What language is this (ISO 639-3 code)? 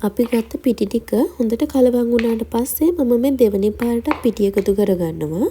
sin